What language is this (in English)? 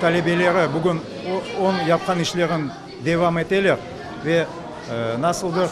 Crimean Tatar